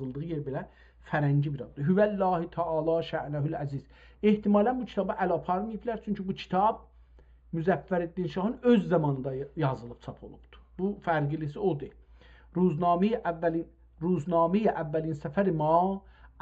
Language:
South Azerbaijani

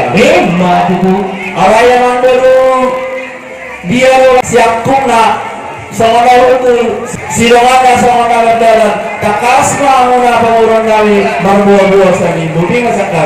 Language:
Batak Toba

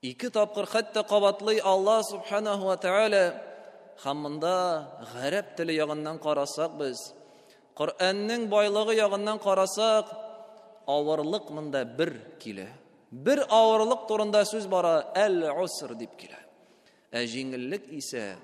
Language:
Tatar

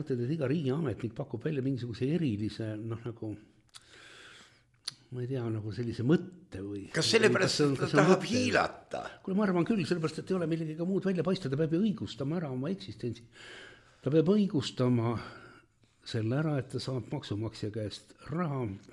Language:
Estonian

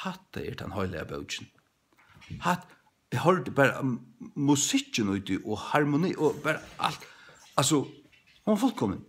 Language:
Faroese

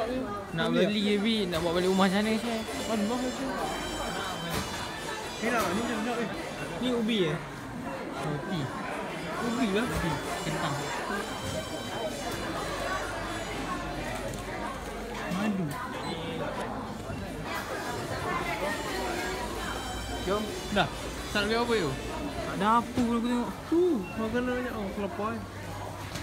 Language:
Malay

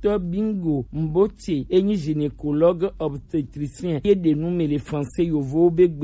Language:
Gen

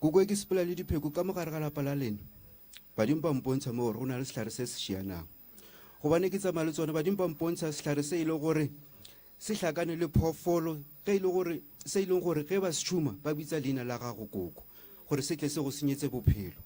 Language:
Northern Sotho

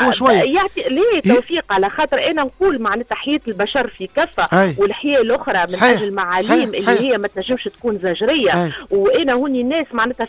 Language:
Tunisian Arabic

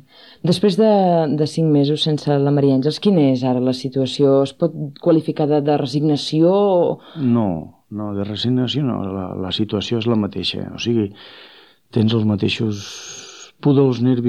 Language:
Catalan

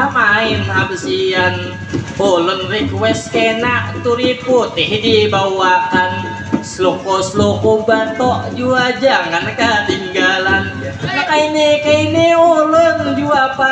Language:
Banjar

